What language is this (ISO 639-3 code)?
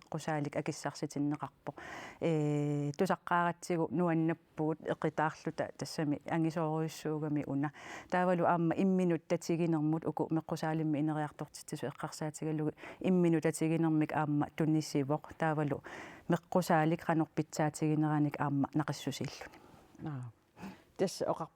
kal